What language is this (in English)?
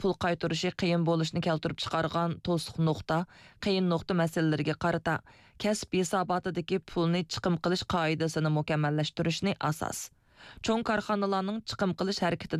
Uyghur